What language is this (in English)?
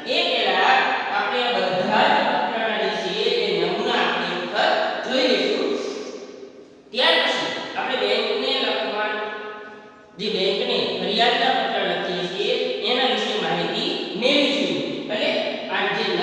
Gujarati